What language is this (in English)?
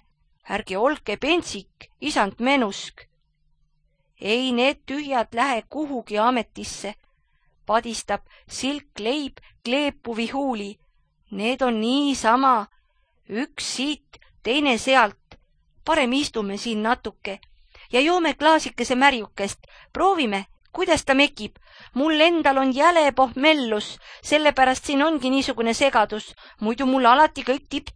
Estonian